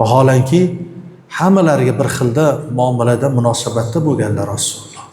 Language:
Uzbek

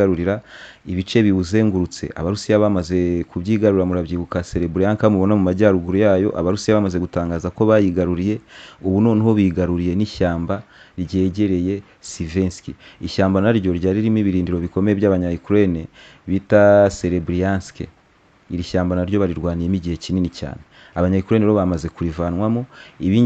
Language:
Kinyarwanda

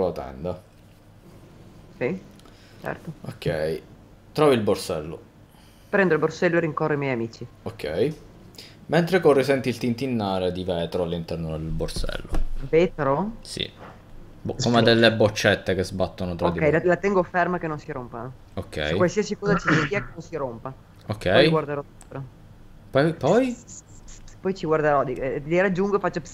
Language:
Italian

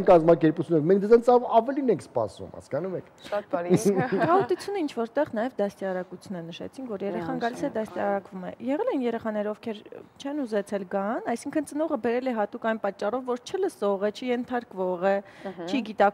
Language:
Armenian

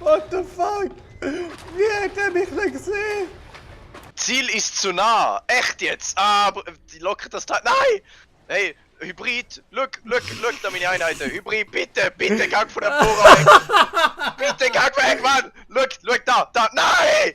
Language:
Swiss German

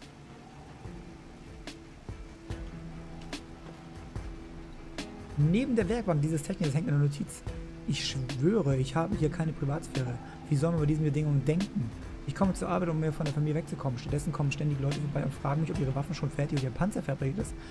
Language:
German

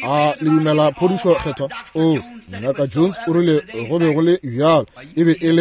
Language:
Northern Sotho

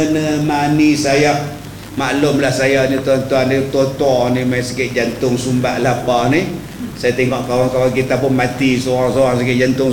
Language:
Malay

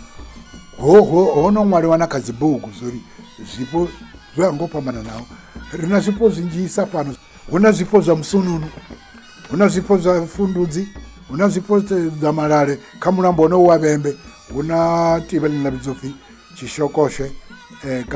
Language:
Venda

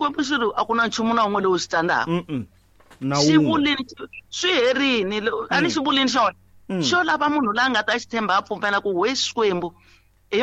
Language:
Tsonga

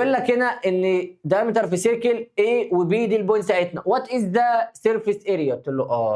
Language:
Egyptian Arabic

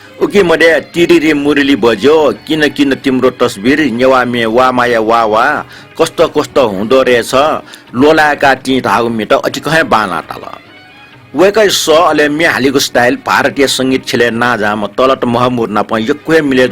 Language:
Newari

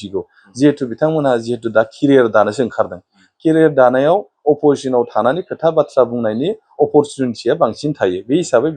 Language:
Bodo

